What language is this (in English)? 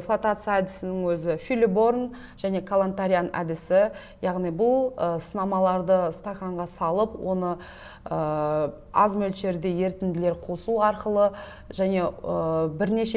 Kazakh